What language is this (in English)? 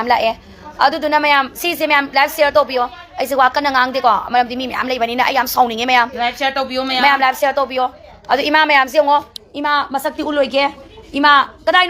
Manipuri